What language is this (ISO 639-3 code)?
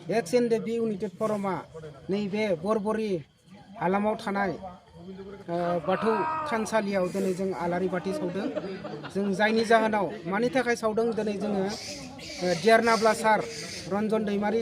brx